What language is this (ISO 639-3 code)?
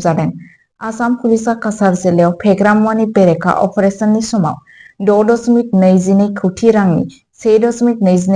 brx